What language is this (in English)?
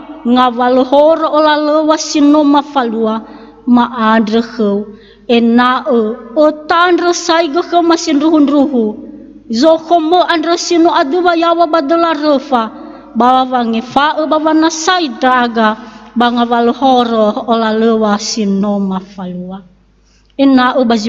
Nias